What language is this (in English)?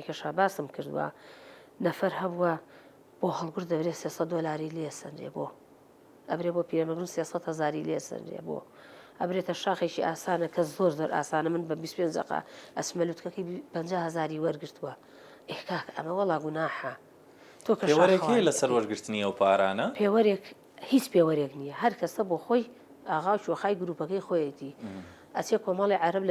Central Kurdish